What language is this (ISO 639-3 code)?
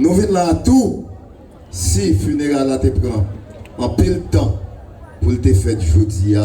hat